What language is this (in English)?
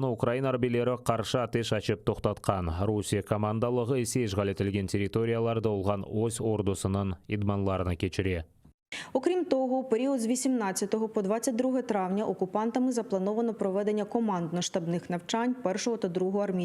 Crimean Tatar